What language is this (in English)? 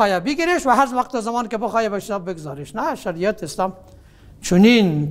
Persian